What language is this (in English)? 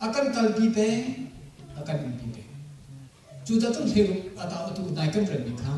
Hakha Chin